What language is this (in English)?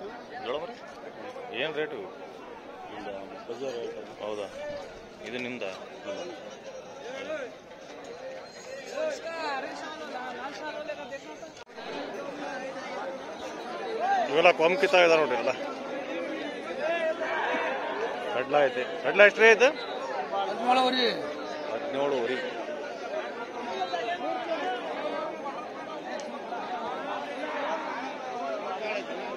Kannada